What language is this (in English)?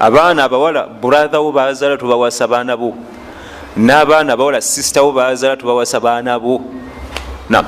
Ganda